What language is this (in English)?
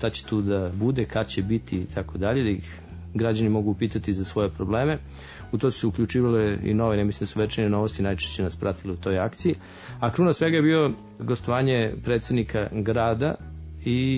Serbian